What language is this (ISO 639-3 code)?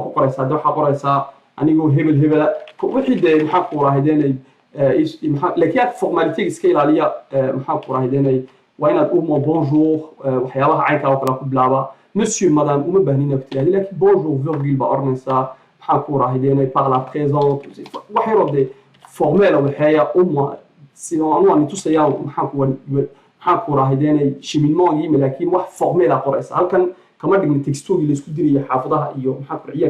som